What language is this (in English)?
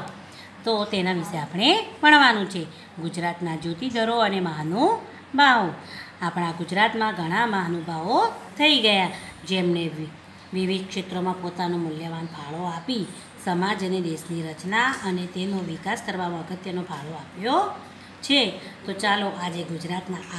Gujarati